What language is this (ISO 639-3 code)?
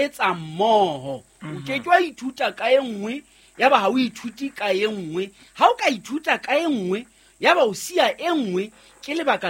sot